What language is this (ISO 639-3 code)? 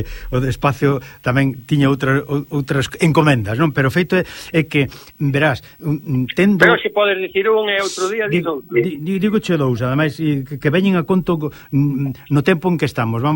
glg